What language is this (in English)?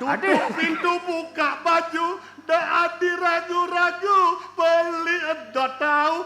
Balinese